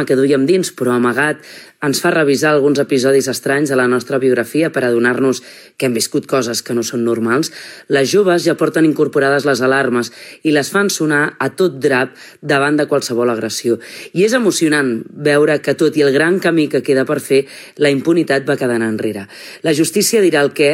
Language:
Catalan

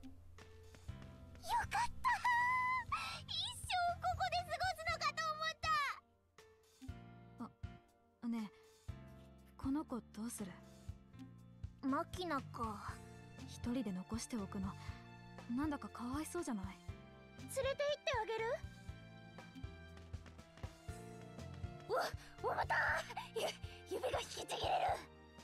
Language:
Japanese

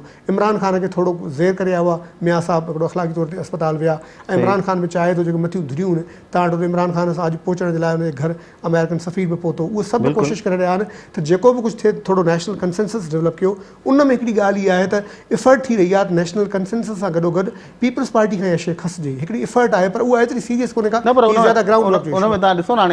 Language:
Sindhi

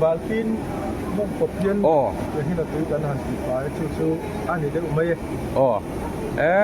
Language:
Mizo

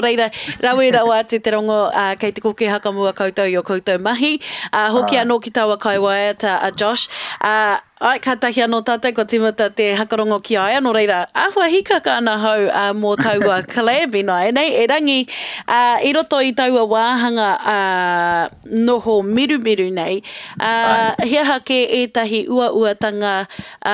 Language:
Māori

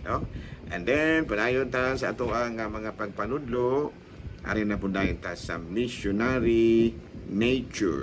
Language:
Cebuano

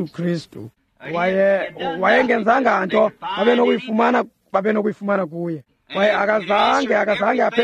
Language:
Xhosa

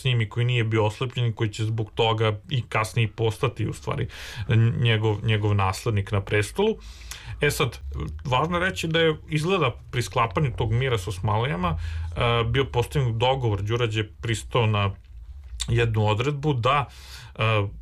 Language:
Serbian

